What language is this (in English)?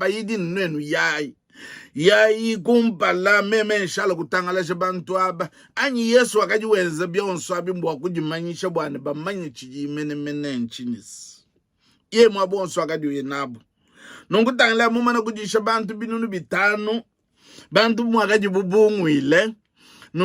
Luba-Lulua